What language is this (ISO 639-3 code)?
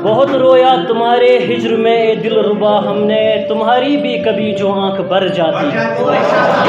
kas